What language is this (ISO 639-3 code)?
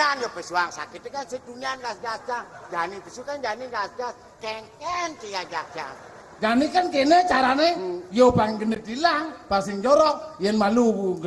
ban